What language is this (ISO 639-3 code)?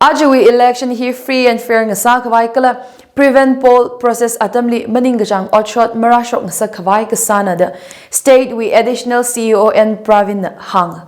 nmf